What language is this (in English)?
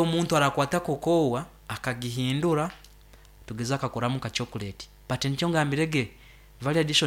Nyoro